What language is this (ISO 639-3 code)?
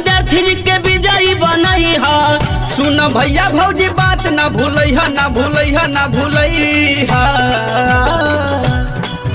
bho